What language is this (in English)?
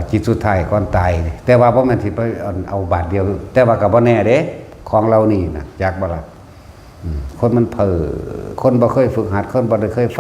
Lao